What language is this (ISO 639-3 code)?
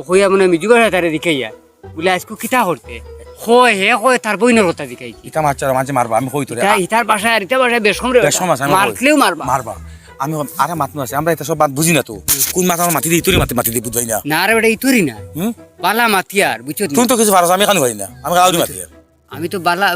syl